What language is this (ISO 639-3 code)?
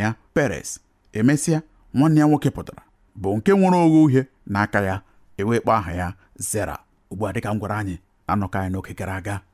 ibo